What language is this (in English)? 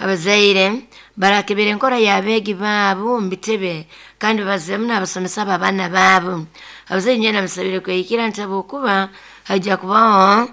Nyoro